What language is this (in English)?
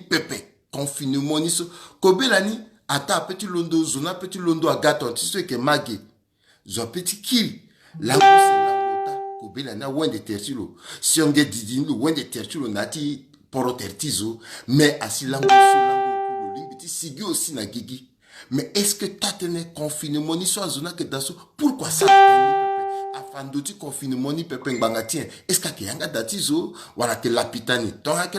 Sango